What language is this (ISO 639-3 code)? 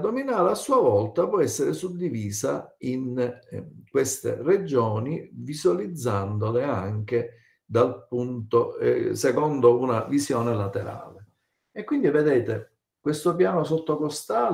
ita